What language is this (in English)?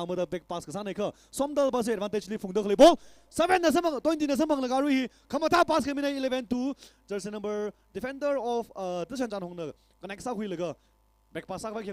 Tangkhul Naga (India)